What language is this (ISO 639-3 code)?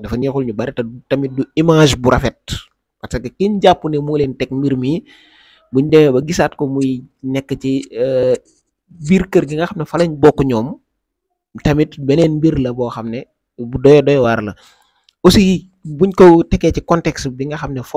wol